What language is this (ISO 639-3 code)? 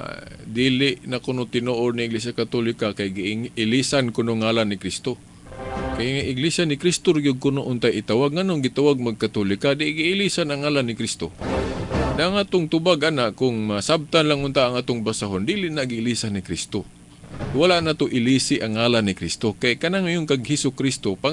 ceb